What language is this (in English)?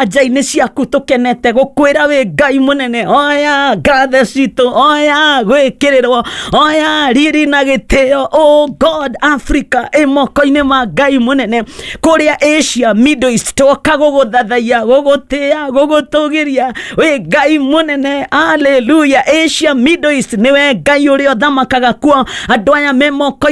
Kikuyu